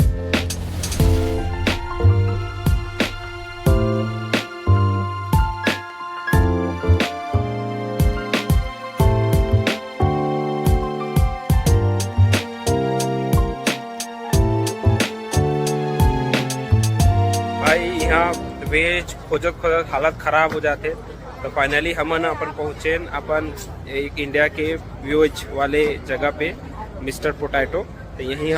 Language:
Chhattisgarhi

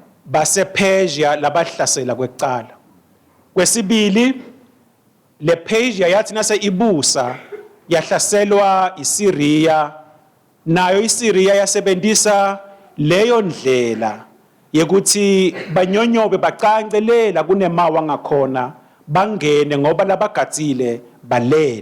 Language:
Swati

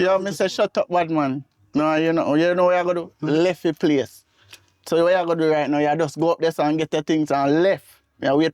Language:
Jamaican Creole English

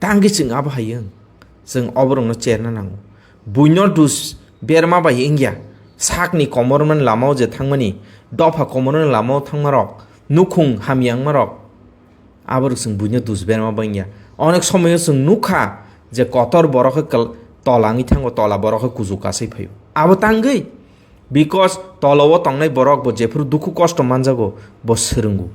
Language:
Kok Borok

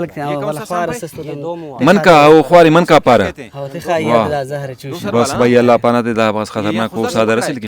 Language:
Brahui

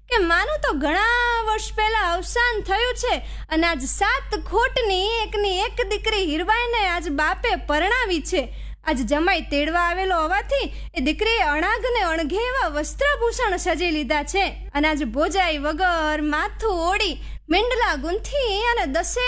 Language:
Gujarati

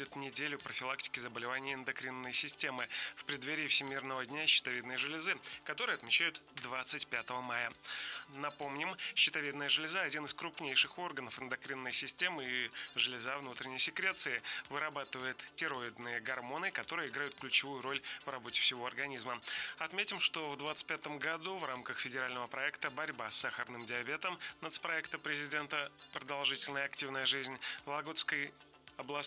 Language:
Russian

